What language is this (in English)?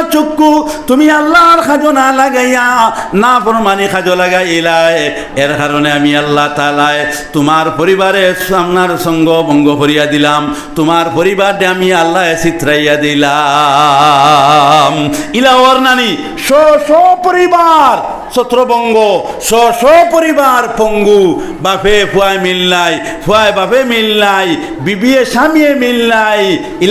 Sylheti